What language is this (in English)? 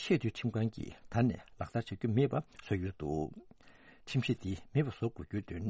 Tibetan